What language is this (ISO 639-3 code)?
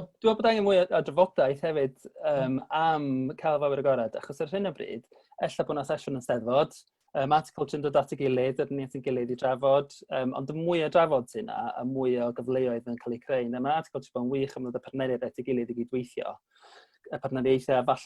cym